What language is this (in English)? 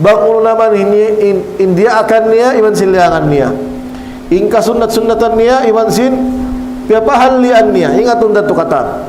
Tausug